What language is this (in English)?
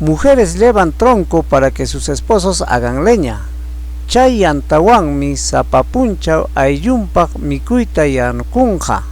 Ayacucho Quechua